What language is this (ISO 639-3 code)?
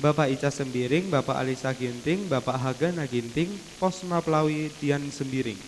btx